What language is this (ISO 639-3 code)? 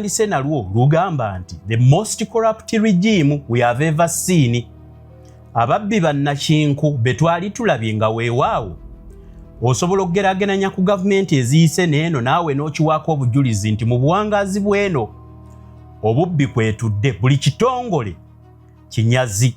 lug